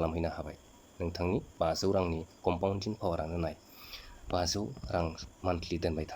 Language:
Bodo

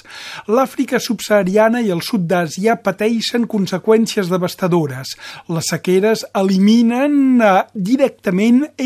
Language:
Catalan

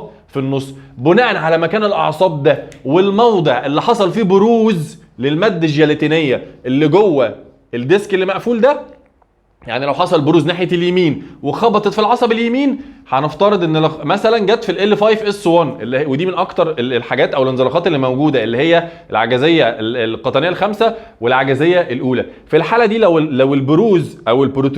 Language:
Egyptian Arabic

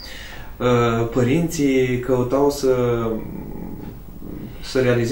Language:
Romanian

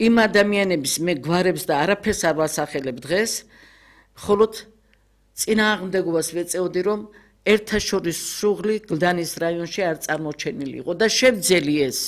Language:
Georgian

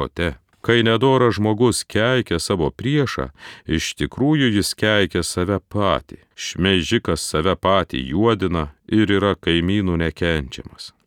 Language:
Lithuanian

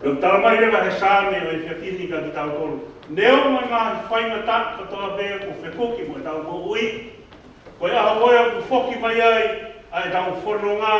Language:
Tongan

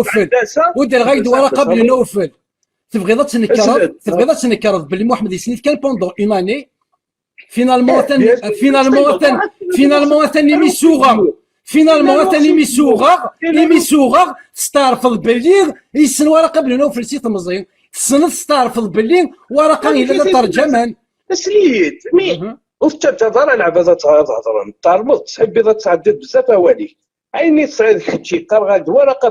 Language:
Kabyle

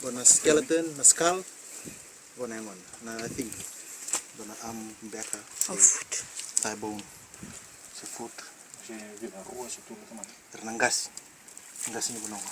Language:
Fijian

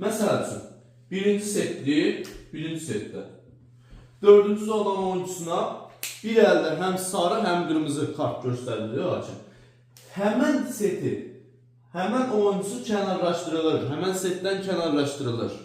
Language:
Azerbaijani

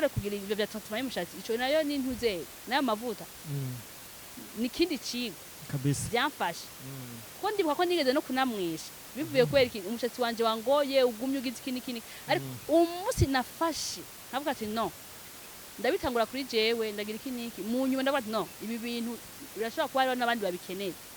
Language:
Rundi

